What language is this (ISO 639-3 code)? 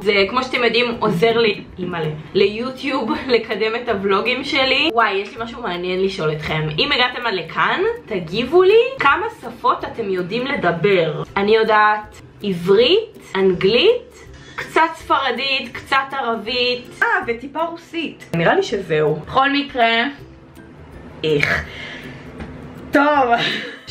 heb